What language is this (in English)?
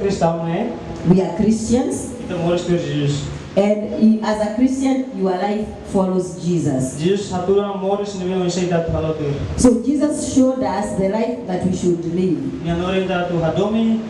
Tetum